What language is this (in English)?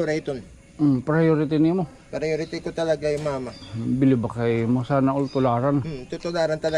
Waray